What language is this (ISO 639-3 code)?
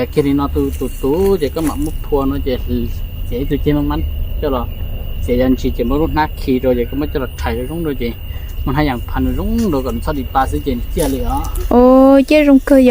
hmn